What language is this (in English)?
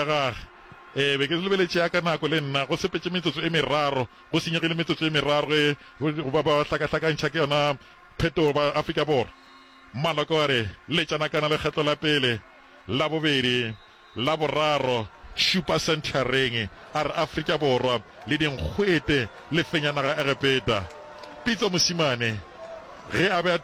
Northern Sotho